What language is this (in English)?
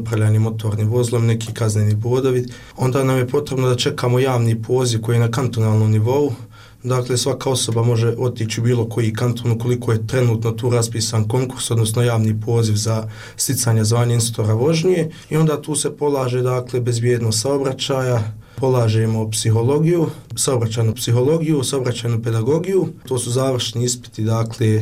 Bosnian